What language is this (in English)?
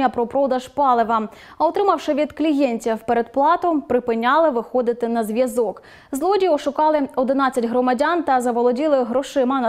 Ukrainian